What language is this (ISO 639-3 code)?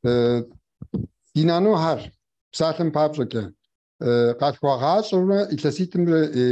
kbd